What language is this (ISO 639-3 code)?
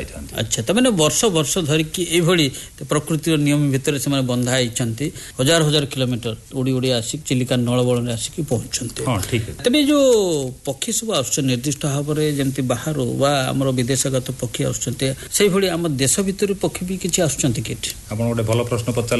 ori